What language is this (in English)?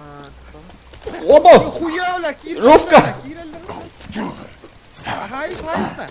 Yakut